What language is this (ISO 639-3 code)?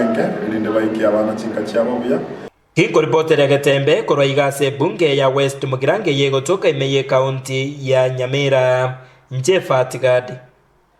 guz